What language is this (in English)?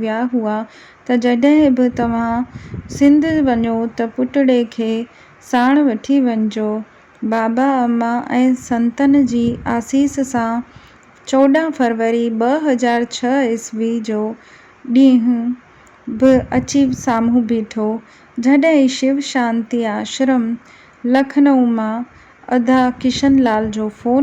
Sindhi